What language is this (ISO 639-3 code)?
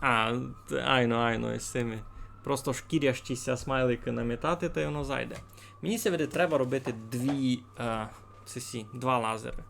rue